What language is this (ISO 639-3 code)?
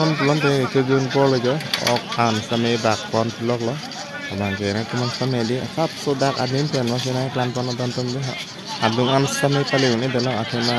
mjw